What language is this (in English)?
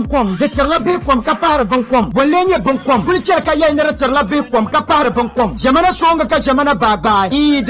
Dagbani